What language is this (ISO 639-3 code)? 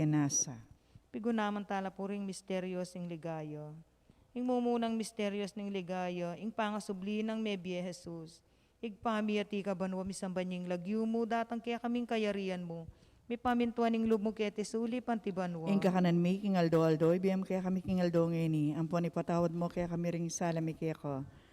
pam